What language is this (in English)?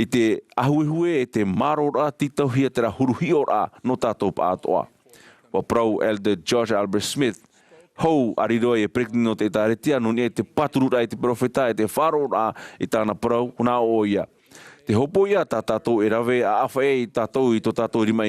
Tahitian